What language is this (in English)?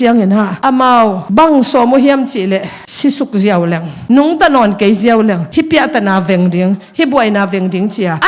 Tedim Chin